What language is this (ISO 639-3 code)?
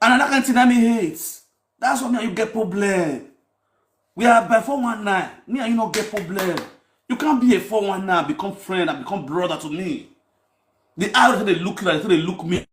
pcm